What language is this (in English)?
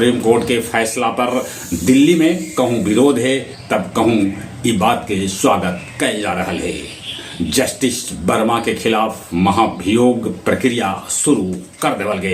Magahi